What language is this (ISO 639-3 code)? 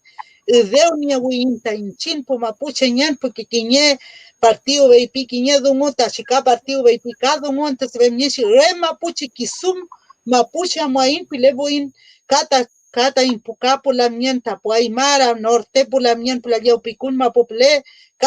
arn